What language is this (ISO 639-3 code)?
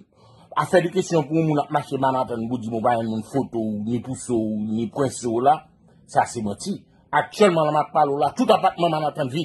hat